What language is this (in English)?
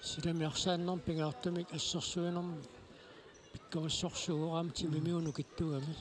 Kalaallisut